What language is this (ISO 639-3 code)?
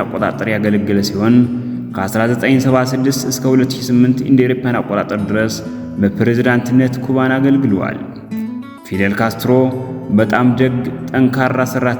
amh